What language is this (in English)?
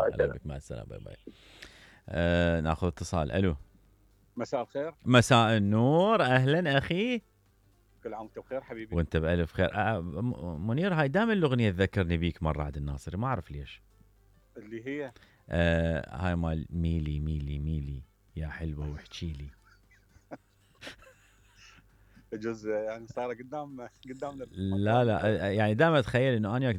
Mesopotamian Arabic